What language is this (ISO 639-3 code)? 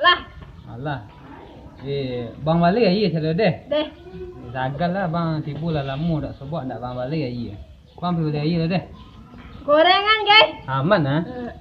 min